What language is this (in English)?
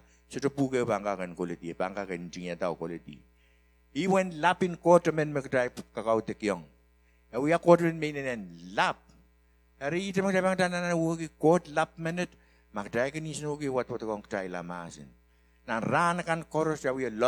Pohnpeian